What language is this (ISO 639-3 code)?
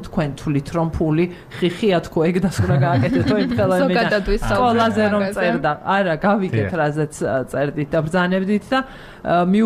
kat